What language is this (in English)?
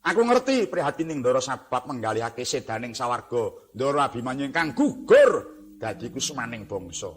Javanese